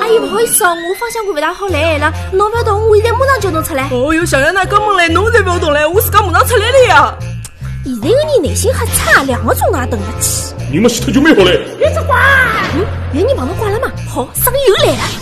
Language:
Wu Chinese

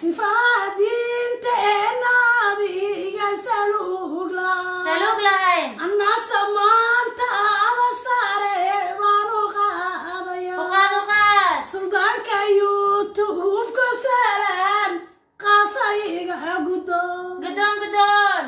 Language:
Somali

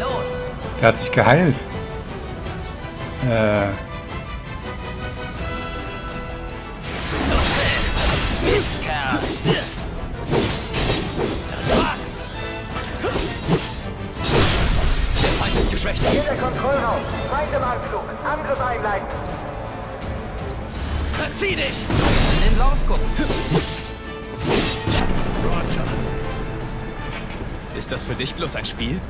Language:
German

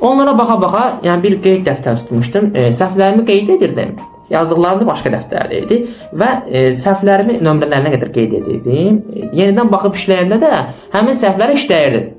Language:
Azerbaijani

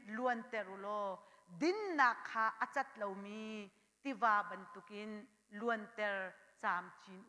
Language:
Hakha Chin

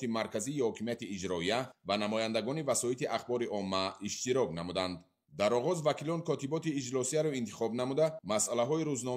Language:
Tajik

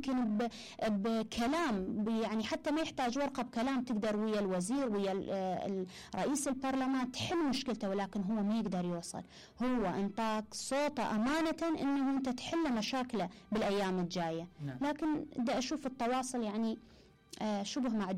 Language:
Mesopotamian Arabic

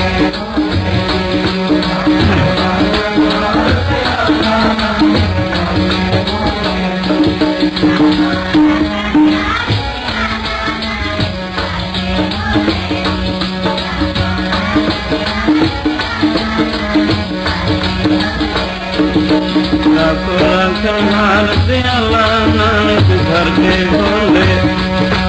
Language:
Punjabi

